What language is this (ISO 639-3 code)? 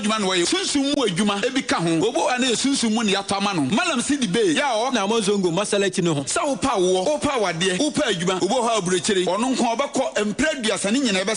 aka